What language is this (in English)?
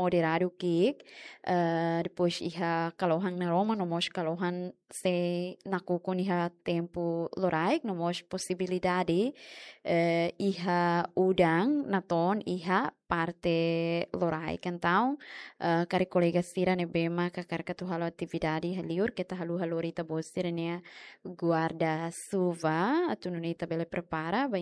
Tetum